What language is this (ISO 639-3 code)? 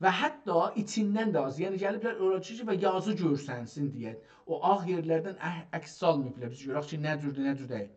azb